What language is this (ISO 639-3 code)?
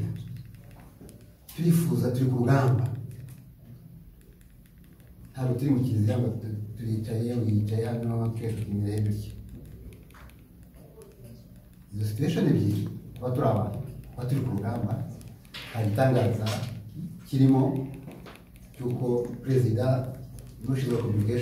kin